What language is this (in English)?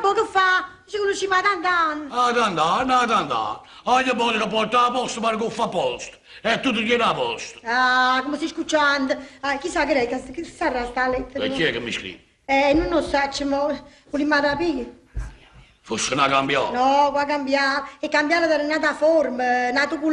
Neapolitan